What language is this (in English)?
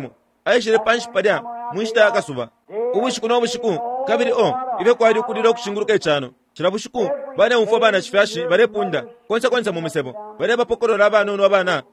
Bemba